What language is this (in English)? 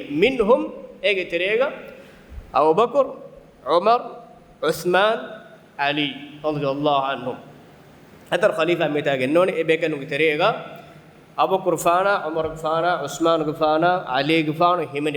Divehi